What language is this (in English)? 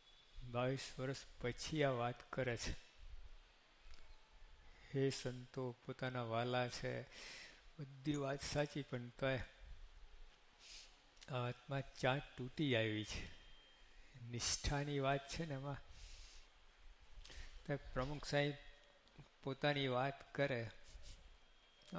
Gujarati